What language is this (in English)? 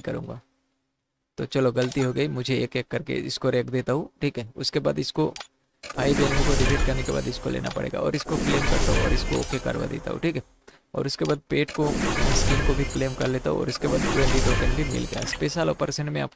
Hindi